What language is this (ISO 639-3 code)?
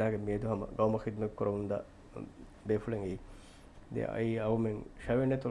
div